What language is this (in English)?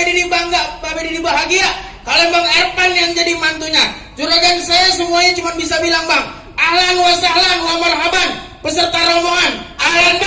Betawi